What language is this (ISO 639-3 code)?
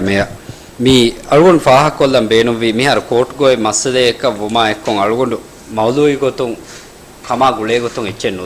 div